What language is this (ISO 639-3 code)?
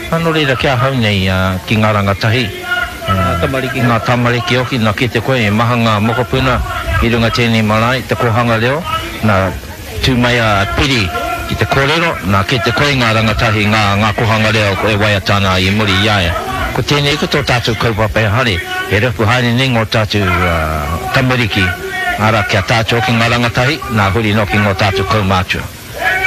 mri